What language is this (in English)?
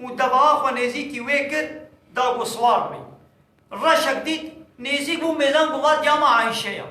Kurdish